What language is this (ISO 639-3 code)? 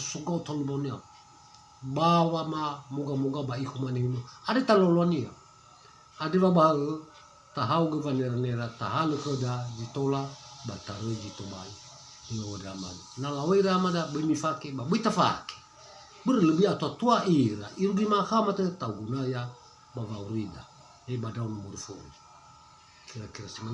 nia